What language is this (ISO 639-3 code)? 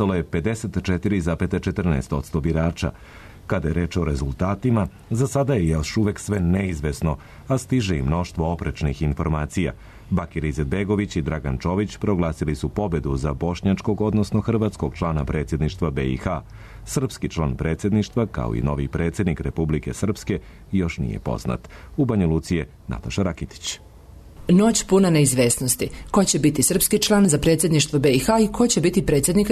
srp